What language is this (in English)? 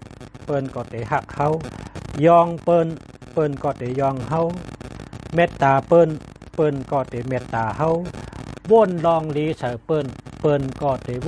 Shan